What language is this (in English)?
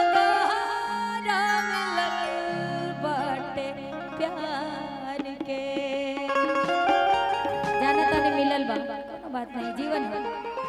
Bhojpuri